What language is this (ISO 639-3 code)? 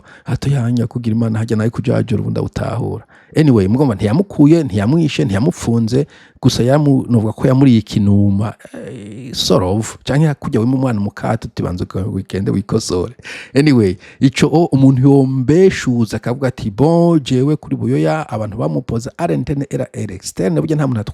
run